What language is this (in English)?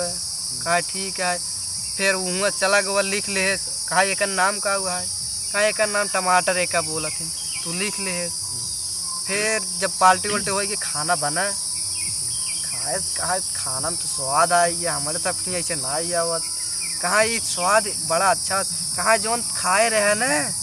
Awadhi